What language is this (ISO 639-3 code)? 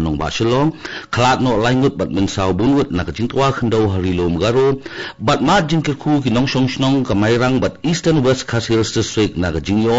kha